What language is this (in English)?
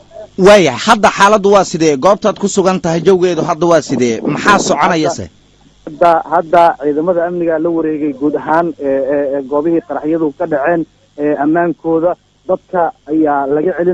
Somali